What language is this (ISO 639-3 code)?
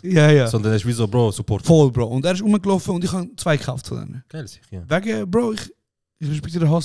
gsw